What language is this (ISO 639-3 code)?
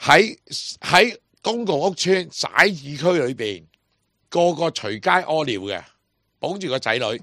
yue